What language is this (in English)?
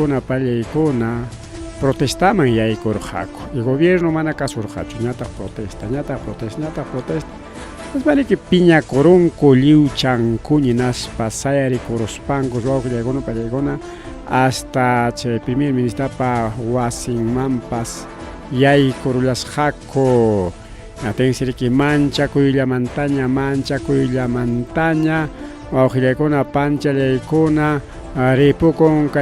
Ayacucho Quechua